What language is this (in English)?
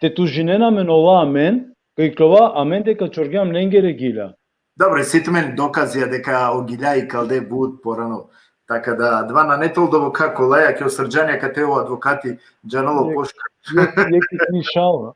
Balkan Romani